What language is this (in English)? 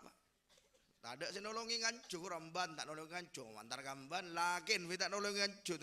Madurese